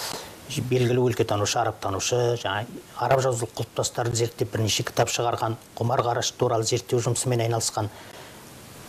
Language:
Kazakh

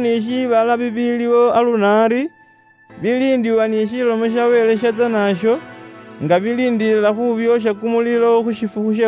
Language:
Luyia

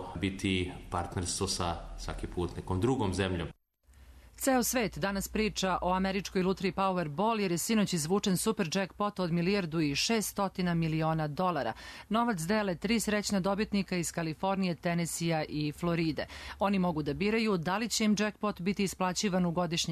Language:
Serbian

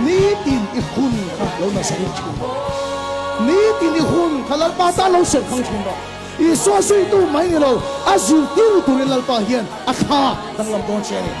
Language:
Mizo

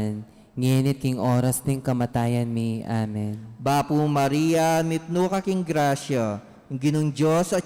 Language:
Pampanga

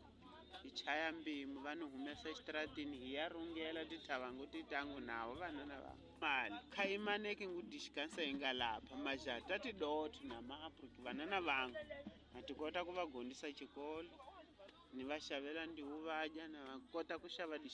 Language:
Tsonga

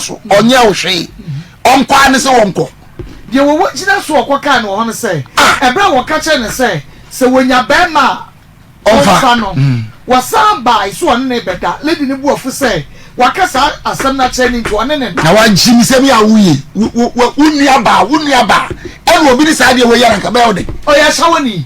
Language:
Akan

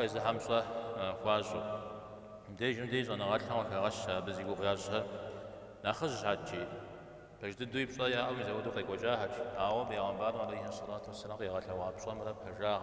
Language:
Kabardian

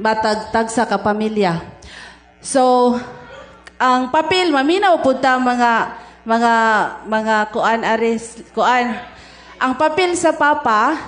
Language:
Cebuano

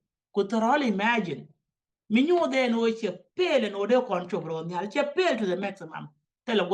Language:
Nuer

